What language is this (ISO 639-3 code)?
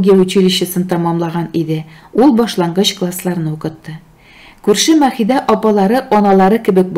tat